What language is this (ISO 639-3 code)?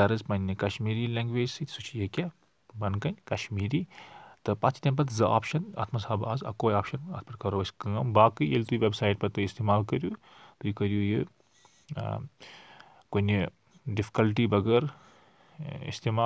kas